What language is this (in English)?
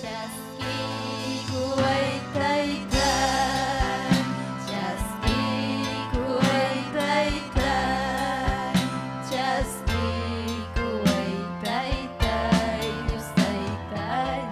Ayacucho Quechua